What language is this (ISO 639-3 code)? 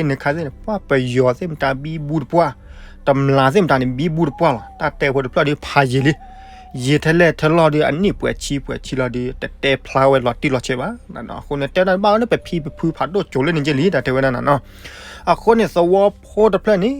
ksw